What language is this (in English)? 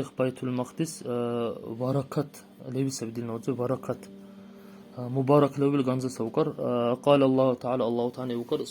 Dargwa